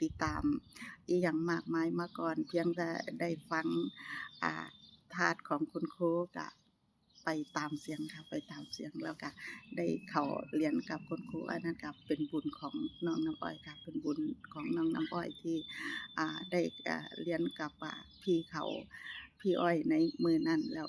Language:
Lao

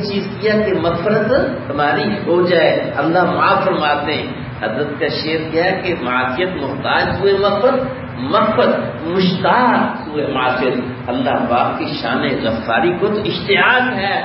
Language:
Urdu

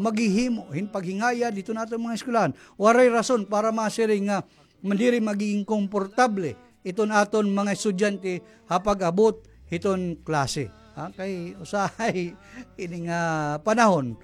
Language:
Waray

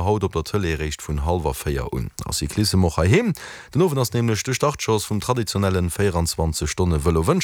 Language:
Luxembourgish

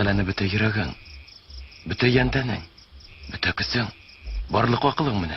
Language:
Bashkir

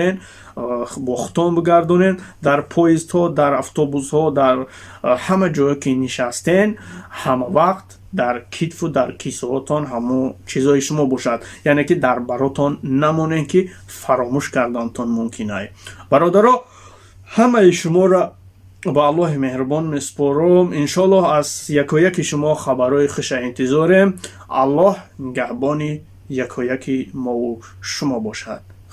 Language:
Tajik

